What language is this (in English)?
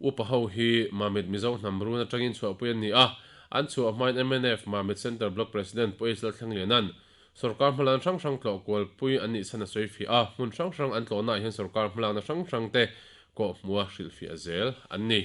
Mizo